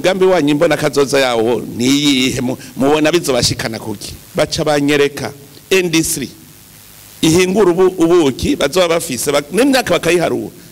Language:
Rundi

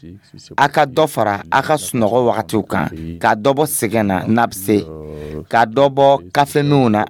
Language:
Dyula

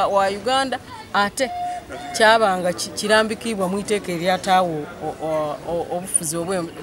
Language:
Soga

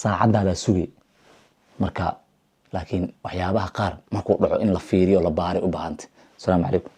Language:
Somali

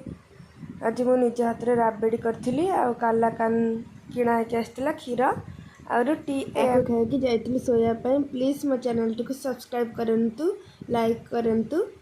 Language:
Odia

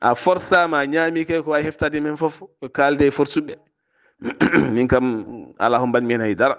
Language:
Fula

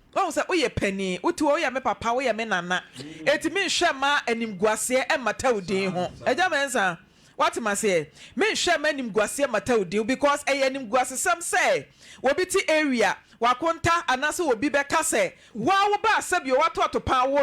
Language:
Akan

